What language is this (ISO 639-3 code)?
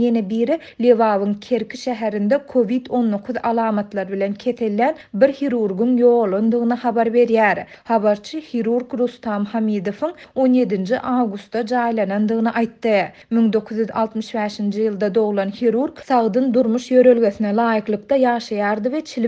tuk